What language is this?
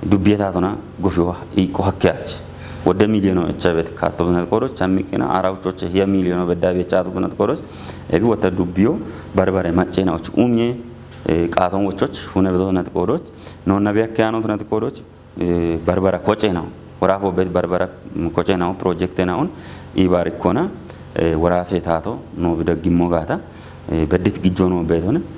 Kafa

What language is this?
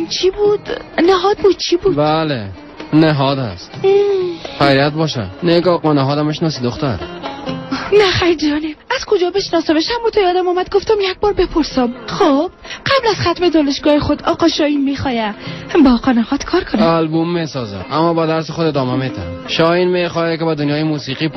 Persian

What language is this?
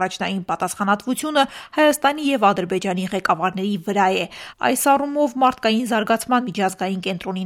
Armenian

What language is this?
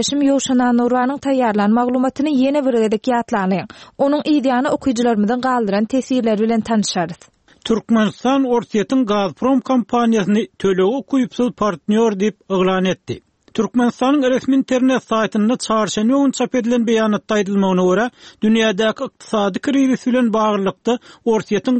Turkmen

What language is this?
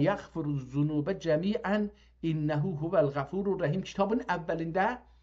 South Azerbaijani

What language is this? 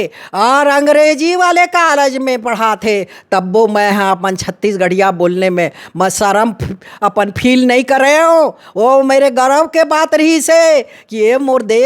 Chhattisgarhi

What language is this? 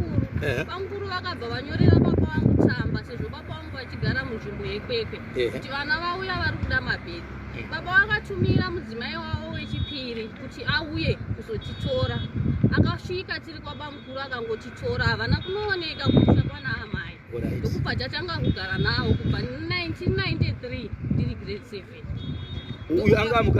Shona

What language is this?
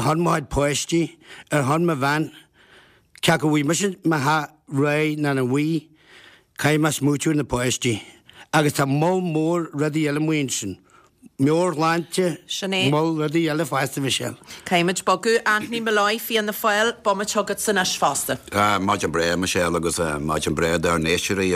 Irish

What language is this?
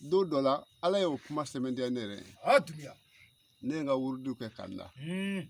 Bambara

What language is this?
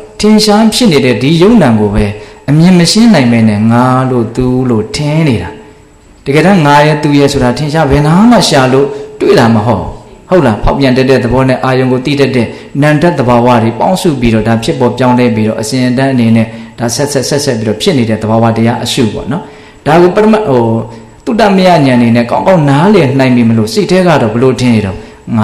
Burmese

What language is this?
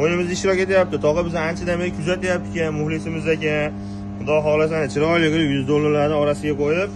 Uzbek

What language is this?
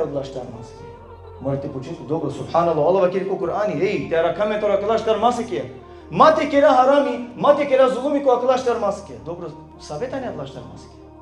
Balkan Romani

